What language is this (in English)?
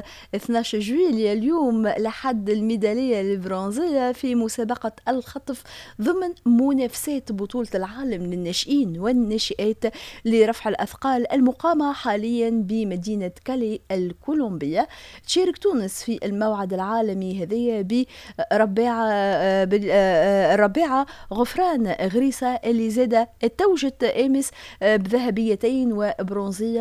Tunisian Arabic